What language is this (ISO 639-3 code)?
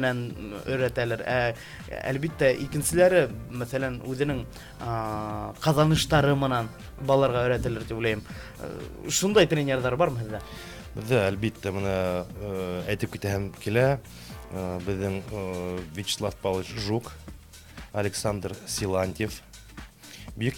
bak